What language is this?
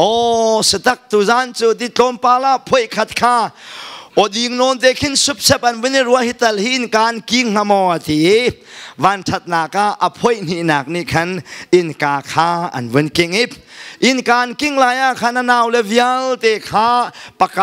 Hakha Chin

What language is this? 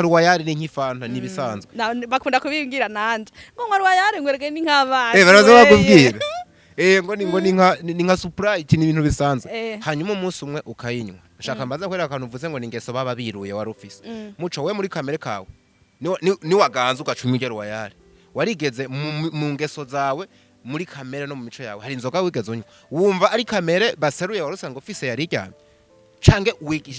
Rundi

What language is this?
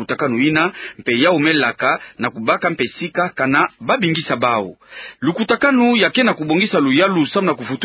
Kituba (Democratic Republic of Congo)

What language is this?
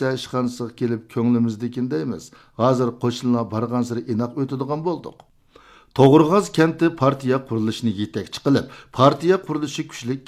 Uyghur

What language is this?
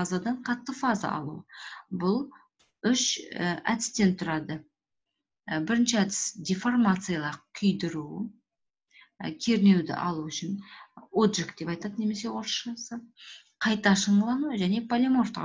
Kazakh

